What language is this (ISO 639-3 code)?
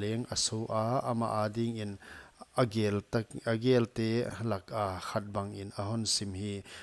pck